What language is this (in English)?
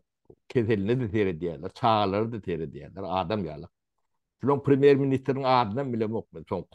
Turkmen